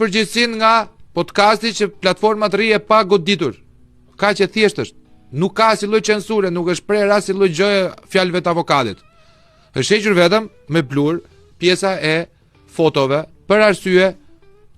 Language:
Albanian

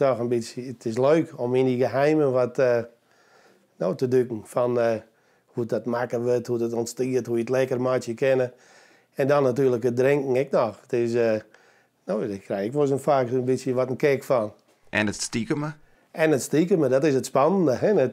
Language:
Western Frisian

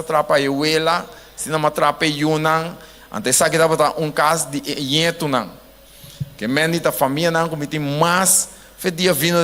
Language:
Papiamento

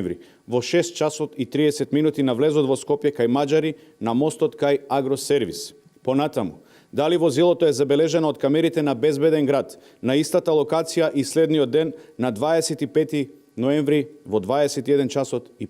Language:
Macedonian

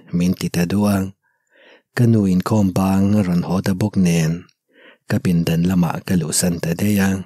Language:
Mizo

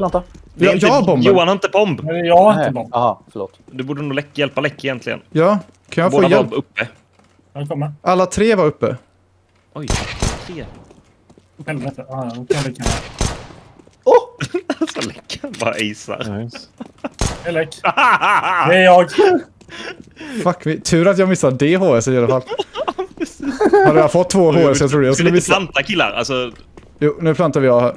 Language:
Swedish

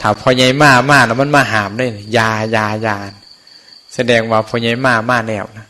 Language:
Northeastern Thai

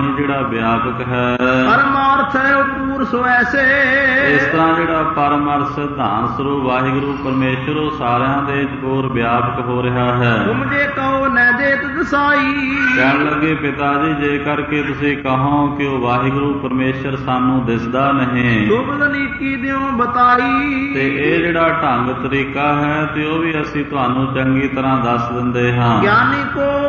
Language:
Punjabi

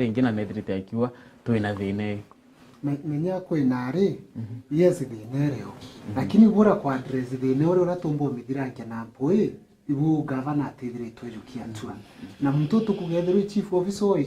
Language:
Meru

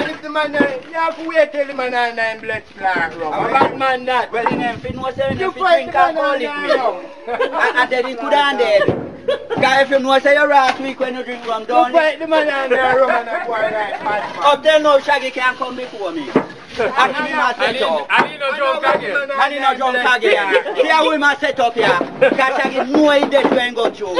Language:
Jamaican Creole English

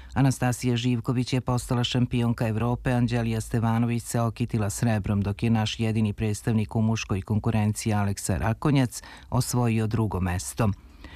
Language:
Serbian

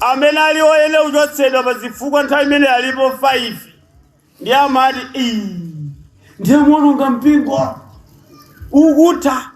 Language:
Nyanja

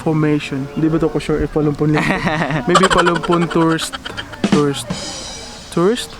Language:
Cebuano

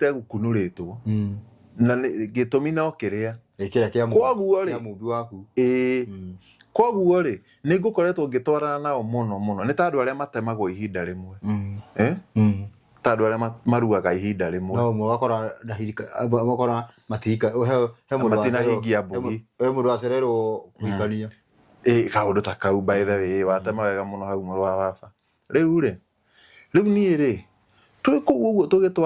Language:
Kikuyu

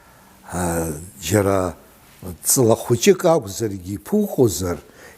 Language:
Abkhazian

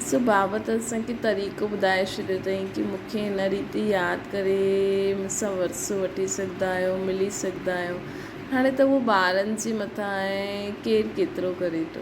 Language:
Sindhi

